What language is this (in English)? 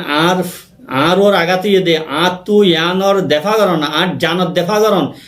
Rohingya